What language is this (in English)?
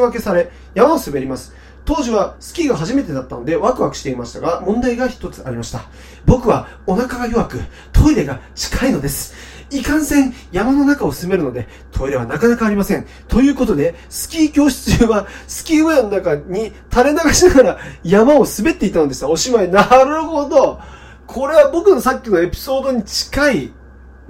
Japanese